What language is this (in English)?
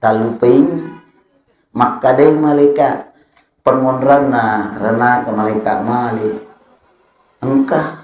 Buginese